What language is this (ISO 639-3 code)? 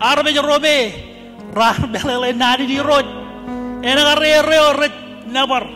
mah